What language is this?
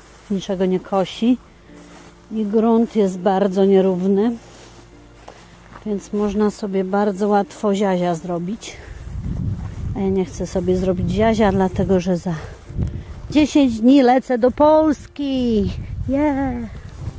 Polish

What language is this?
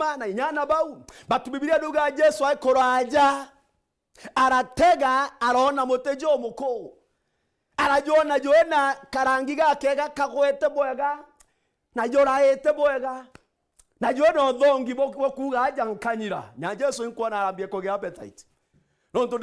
Meru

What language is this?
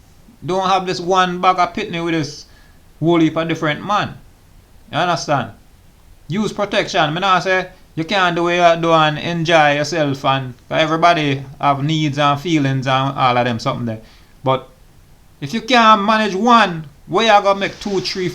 Jamaican Creole English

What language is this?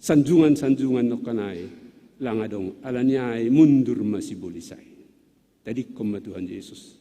Batak Simalungun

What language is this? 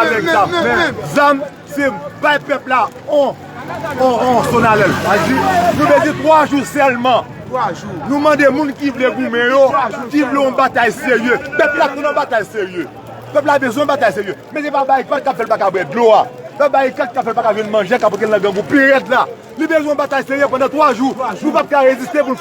Haitian Creole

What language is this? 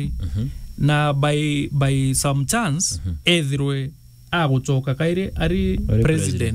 Meru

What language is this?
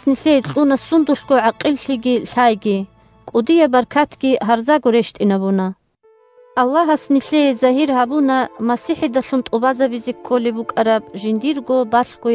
Avaric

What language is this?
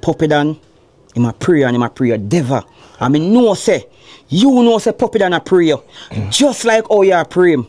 Jamaican Creole English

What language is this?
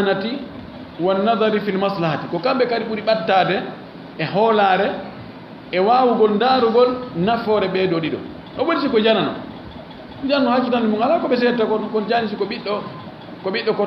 Fula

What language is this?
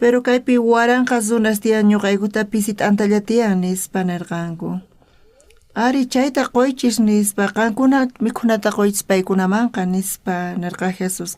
South Bolivian Quechua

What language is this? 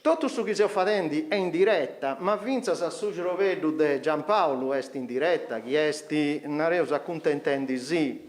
Sardinian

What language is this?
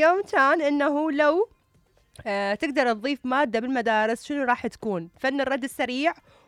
Mesopotamian Arabic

